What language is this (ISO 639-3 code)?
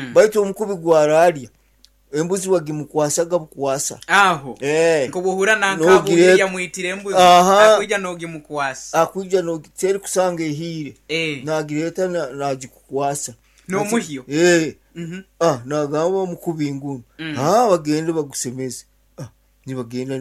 nyn